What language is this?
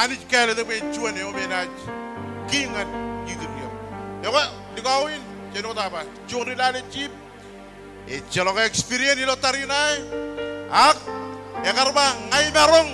Marshallese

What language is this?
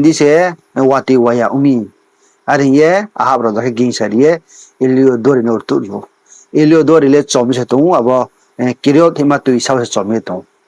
Riang (India)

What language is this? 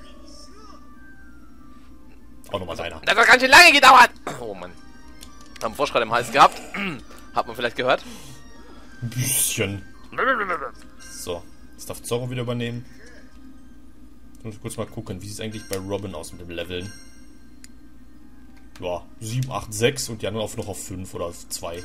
German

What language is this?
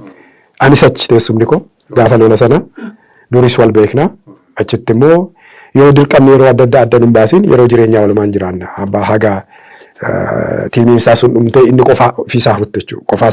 Oromo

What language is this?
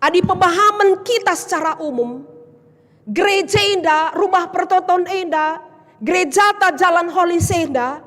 Batak Karo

